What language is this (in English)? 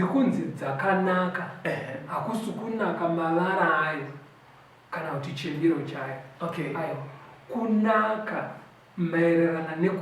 Shona